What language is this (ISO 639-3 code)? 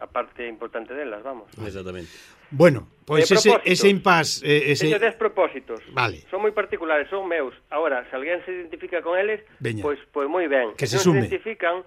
glg